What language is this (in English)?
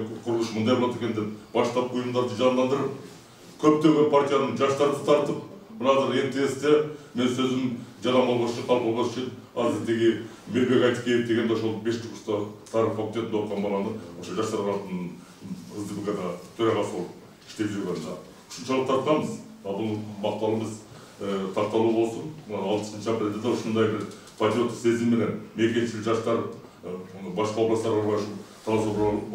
Kyrgyz